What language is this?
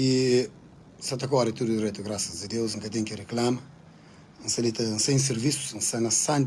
Kabuverdianu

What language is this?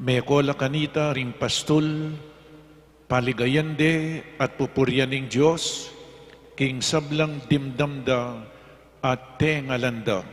Pampanga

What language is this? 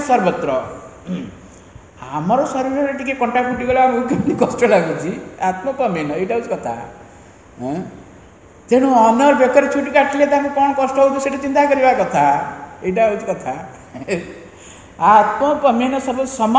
Odia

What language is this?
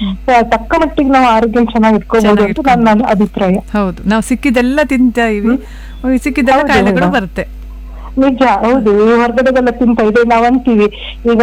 Kannada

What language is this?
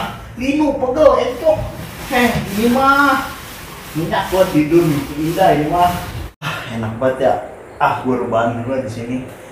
Betawi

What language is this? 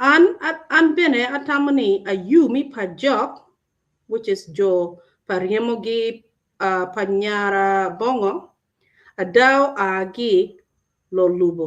Acoli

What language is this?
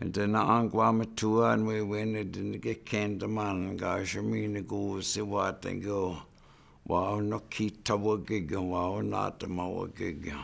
Chippewa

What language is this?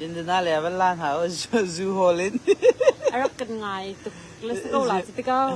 Hakha Chin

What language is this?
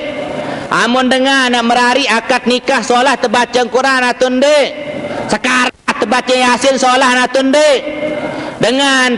Sasak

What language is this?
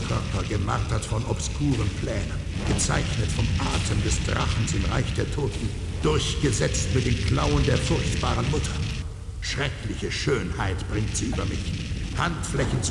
Bavarian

